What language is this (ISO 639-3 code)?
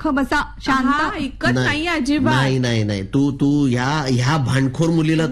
mar